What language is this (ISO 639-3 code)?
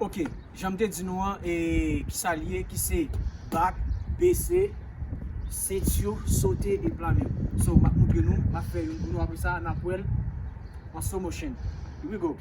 hat